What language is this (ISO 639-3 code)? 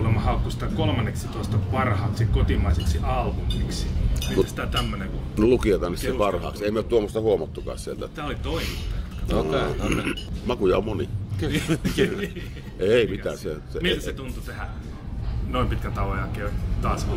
fin